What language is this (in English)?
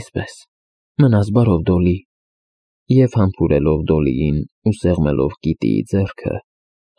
Armenian